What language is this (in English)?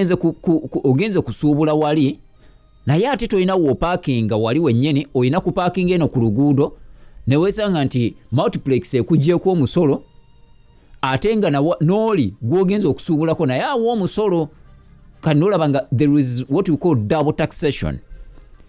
Ganda